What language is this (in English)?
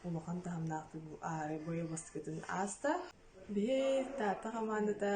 Yakut